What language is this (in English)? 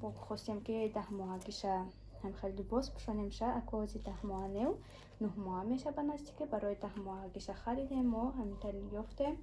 Tajik